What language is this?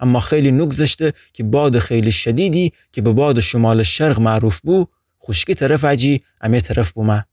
Gilaki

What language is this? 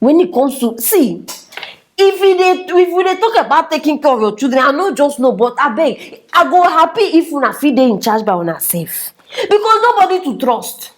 Nigerian Pidgin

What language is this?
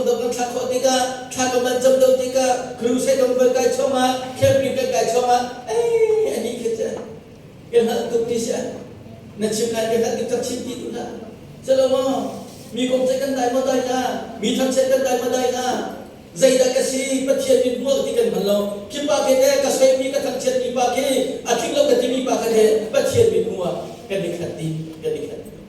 Hakha Chin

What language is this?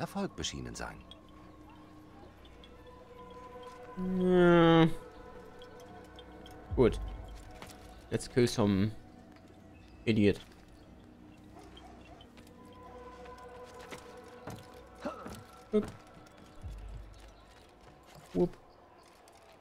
German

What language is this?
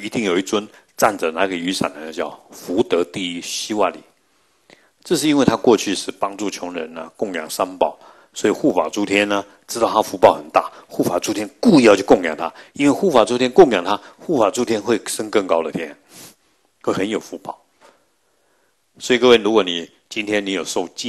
Chinese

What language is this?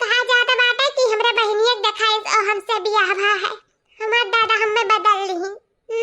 Awadhi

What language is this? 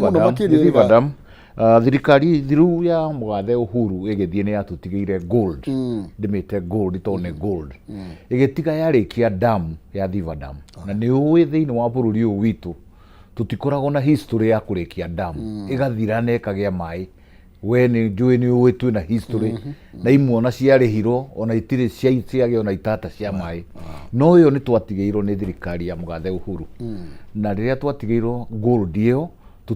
Kikuyu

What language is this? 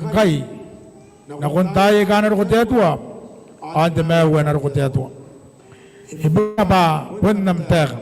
Gilbertese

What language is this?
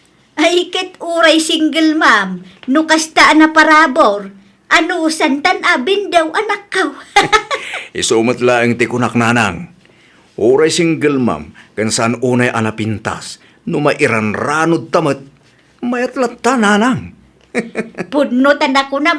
Iloko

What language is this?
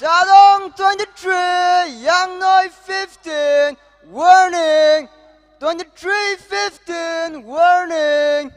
Tangkhul Naga (India)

